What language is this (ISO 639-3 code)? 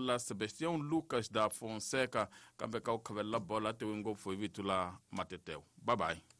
tso